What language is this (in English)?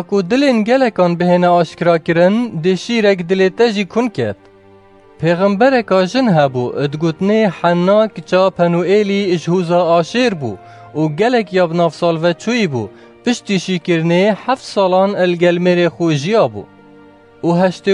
Kurdish